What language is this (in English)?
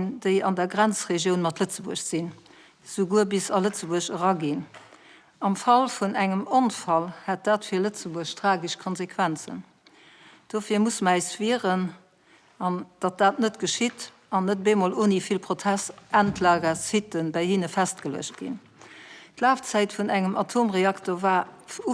Luxembourgish